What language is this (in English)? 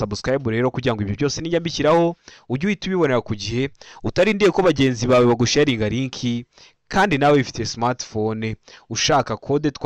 Kinyarwanda